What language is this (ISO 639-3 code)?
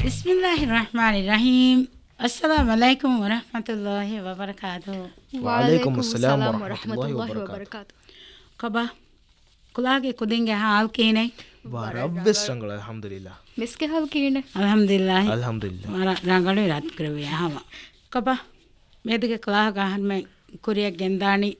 div